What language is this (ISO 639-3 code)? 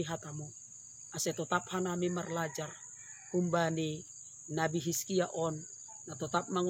bts